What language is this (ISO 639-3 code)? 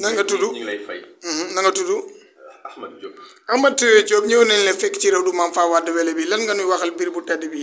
wol